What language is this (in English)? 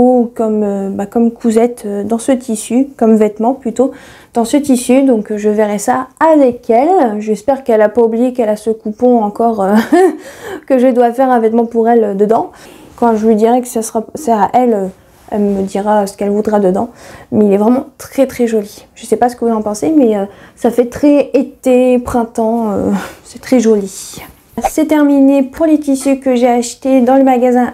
French